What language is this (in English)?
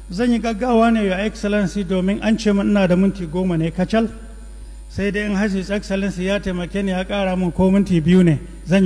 Hausa